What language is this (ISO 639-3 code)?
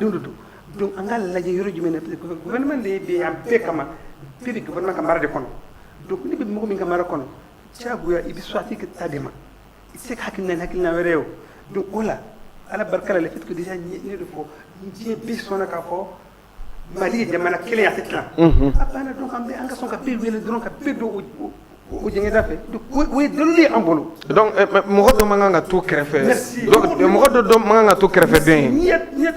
bam